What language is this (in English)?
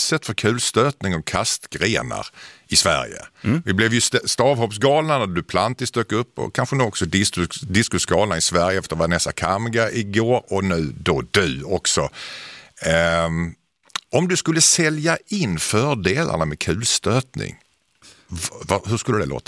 Swedish